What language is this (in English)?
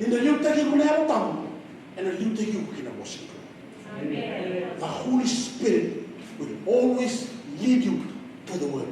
Fijian